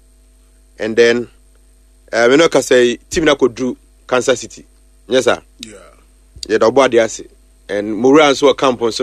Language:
Akan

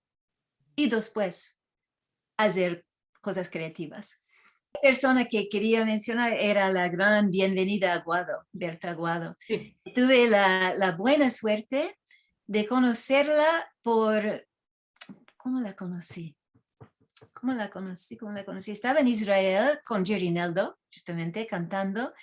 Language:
Ladino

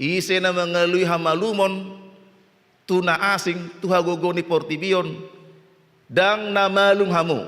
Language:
Batak Toba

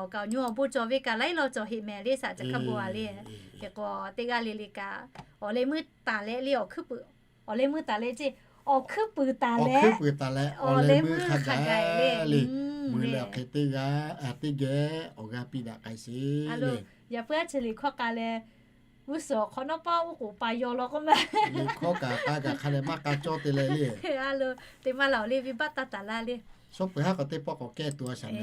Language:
Lahu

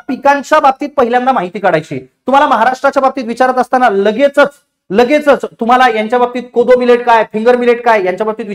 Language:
Marathi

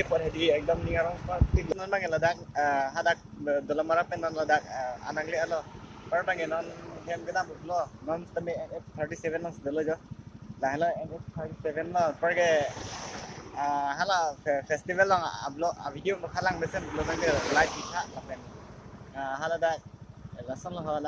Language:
Karbi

